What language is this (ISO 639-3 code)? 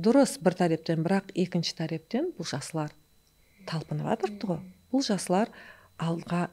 kaa